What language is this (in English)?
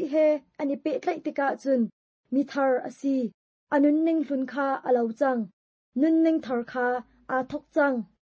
Hakha Chin